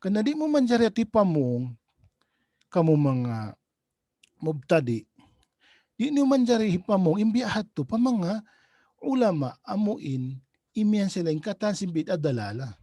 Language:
Tausug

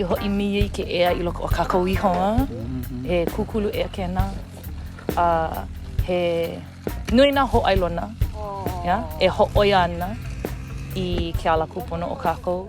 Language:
Hawaiian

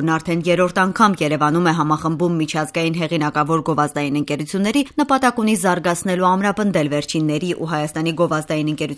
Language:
Armenian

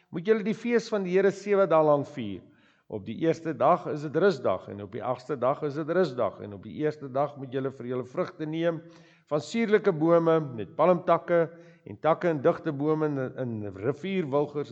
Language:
Afrikaans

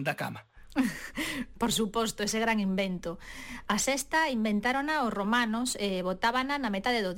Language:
Galician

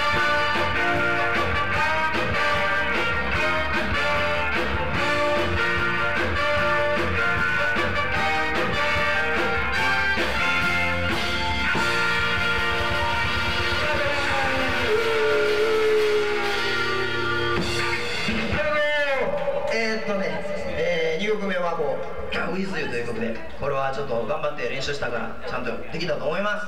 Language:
Japanese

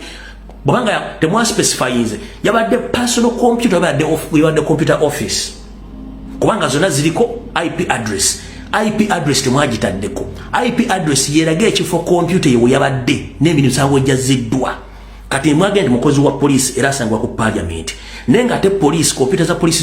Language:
Ganda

